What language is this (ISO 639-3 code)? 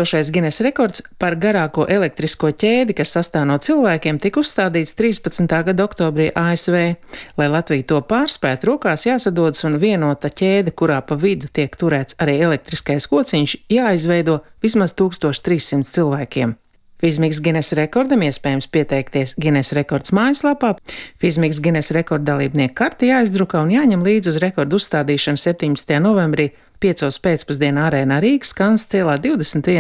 lav